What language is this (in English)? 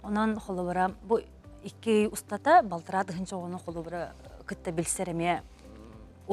Yakut